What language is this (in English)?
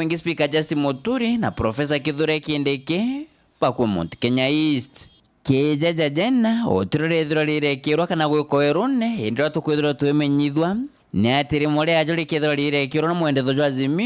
Meru